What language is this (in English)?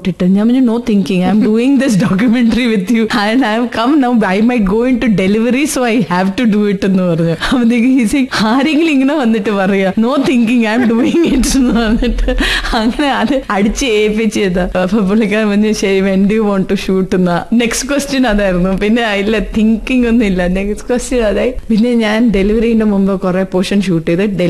Malayalam